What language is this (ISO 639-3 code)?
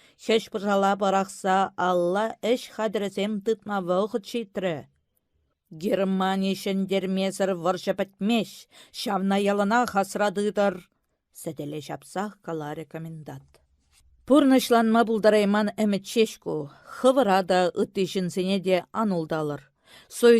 chv